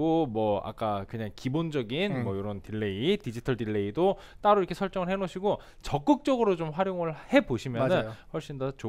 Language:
Korean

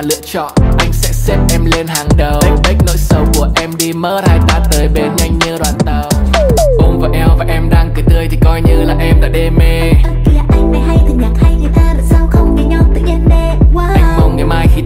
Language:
Vietnamese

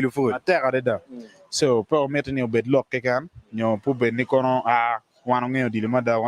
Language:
Acoli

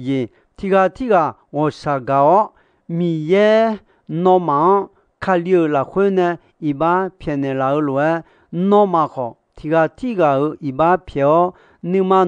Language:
Akha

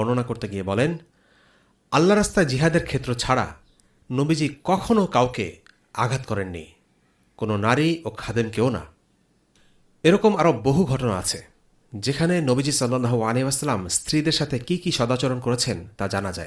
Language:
Bangla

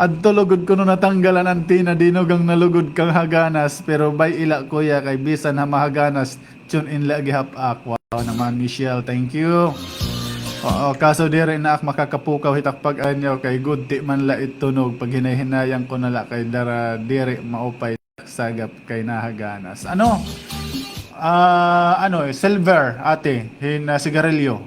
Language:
Waray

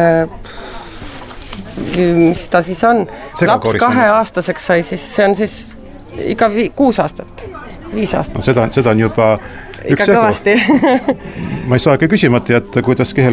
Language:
Estonian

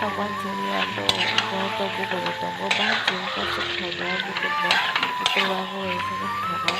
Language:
Kok Borok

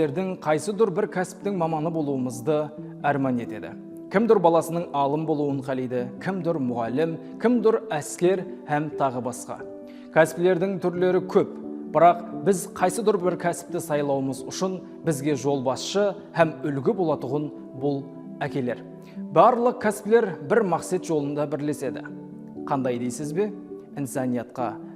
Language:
Kara-Kalpak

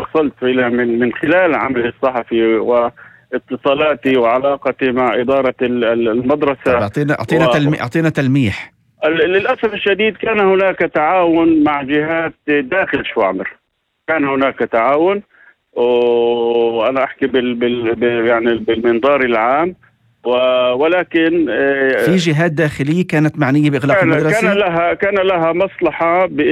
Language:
North Levantine Arabic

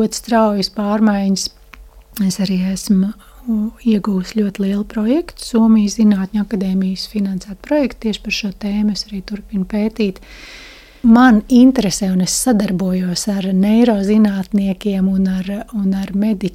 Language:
Latvian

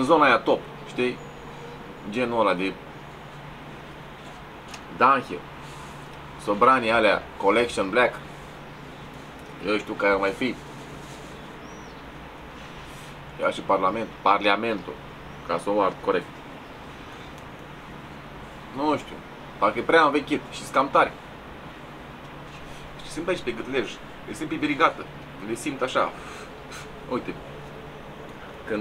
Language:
Romanian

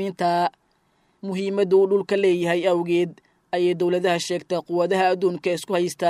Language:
Somali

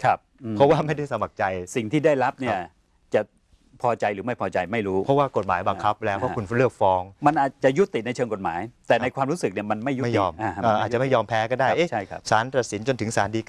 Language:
Thai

